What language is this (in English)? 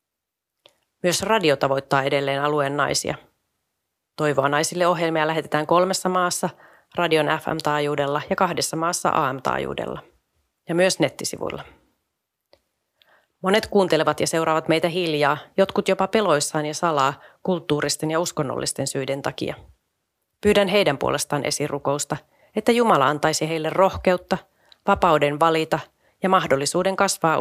Finnish